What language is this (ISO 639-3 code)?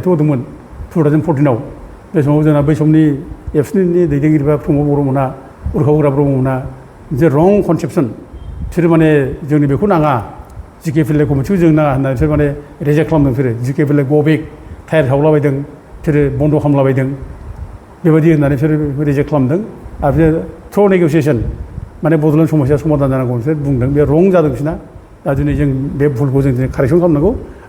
brx